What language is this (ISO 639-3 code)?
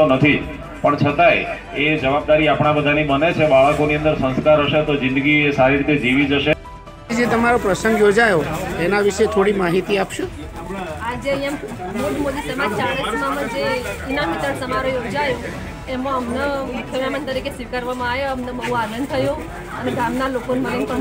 guj